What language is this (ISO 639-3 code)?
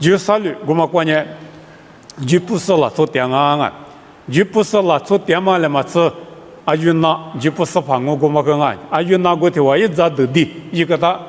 lis